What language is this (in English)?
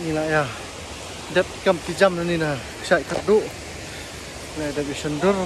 Khasi